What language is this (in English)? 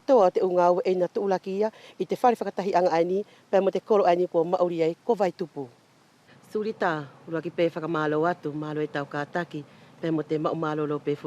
Wallisian